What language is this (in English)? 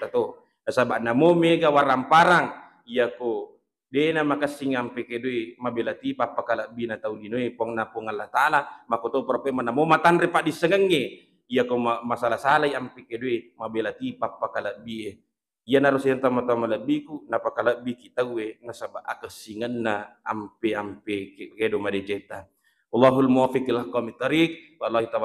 Buginese